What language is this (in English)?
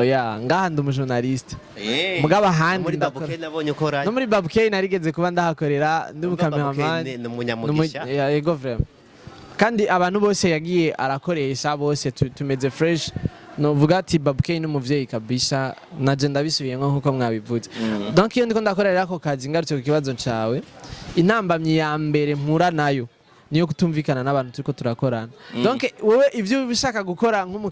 Rundi